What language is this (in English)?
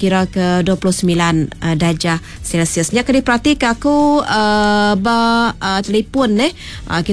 Iban